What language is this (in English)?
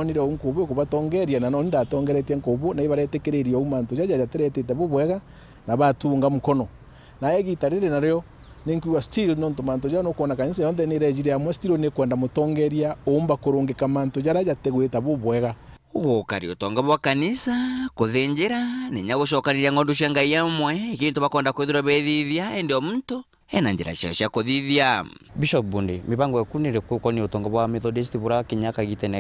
Meru